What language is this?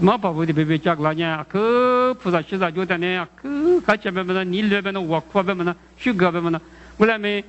Lisu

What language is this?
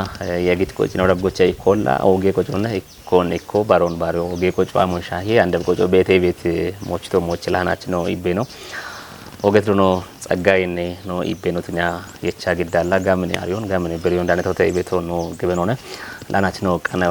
Kafa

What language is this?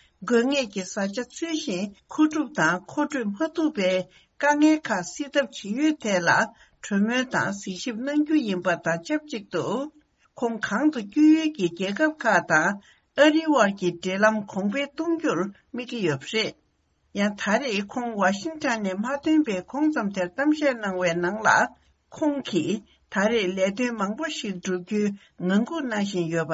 Tibetan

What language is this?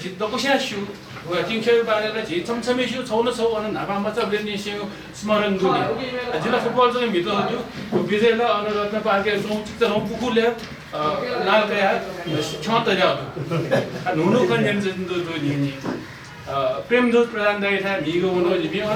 Newari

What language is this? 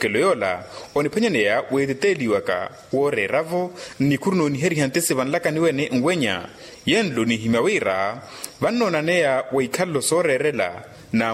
Makhuwa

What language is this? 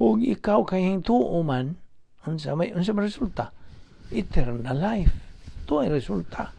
Cebuano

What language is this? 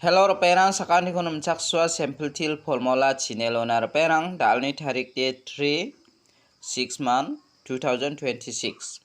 Garo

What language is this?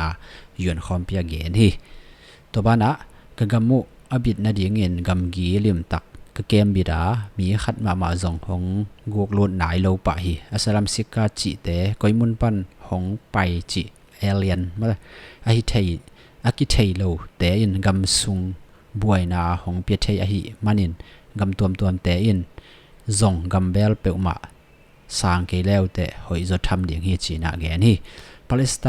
Tedim Chin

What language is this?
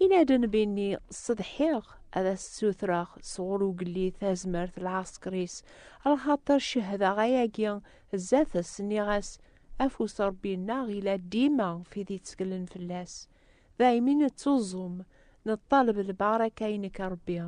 Kabyle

